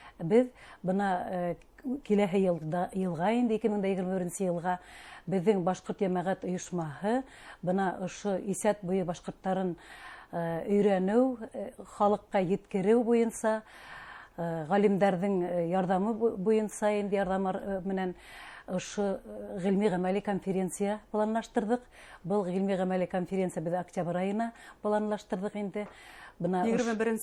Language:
Bashkir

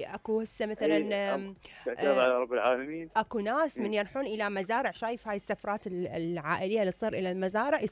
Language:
Mesopotamian Arabic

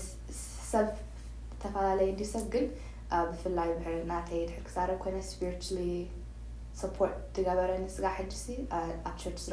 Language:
Tigrinya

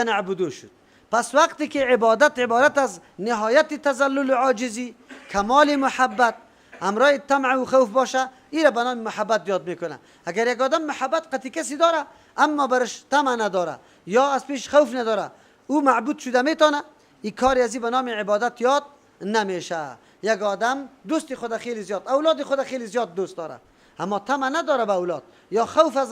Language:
Persian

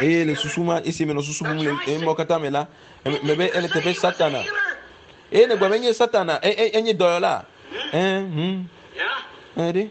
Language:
Ewe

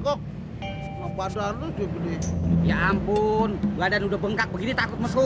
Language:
Betawi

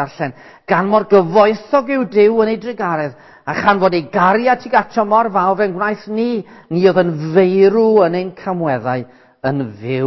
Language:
Welsh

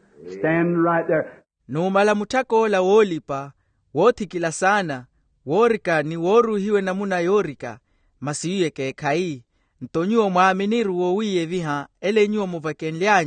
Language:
Makhuwa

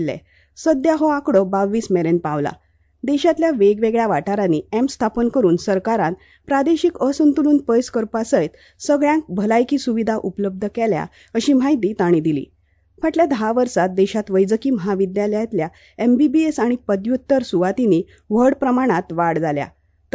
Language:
Konkani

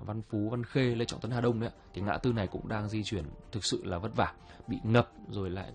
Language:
Vietnamese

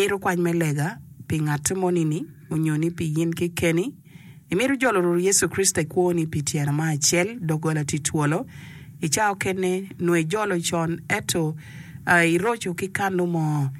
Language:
Acoli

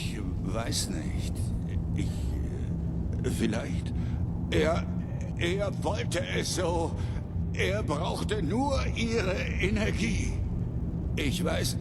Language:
Bavarian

